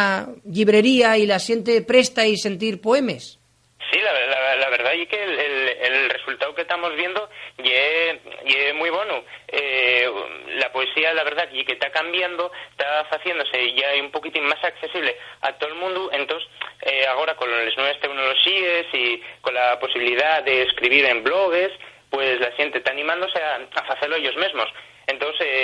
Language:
Asturian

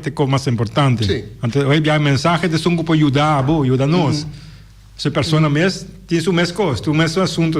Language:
Papiamento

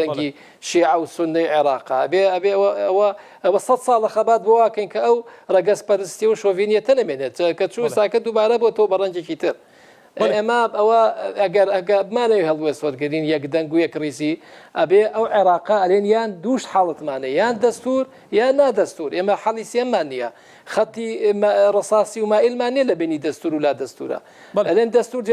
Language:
Central Kurdish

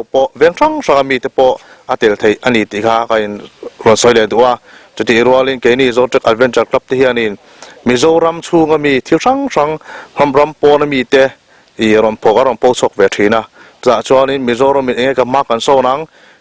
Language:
Mizo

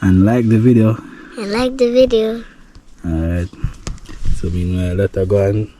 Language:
Jamaican Creole English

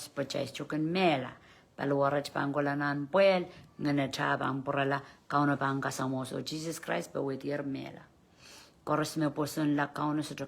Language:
Pohnpeian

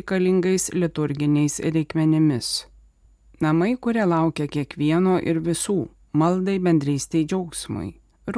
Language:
Lithuanian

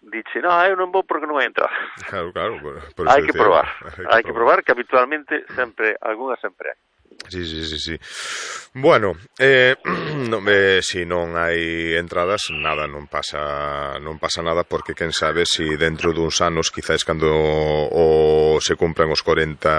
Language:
Galician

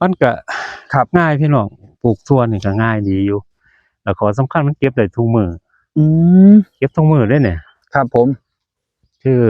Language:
Northeastern Thai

